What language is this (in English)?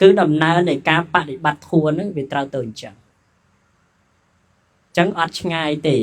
Khmer